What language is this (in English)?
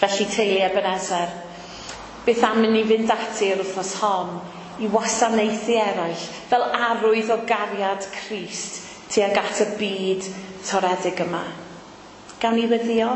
Welsh